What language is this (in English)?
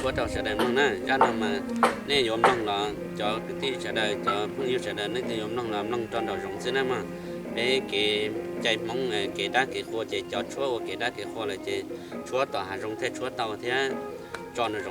Hmong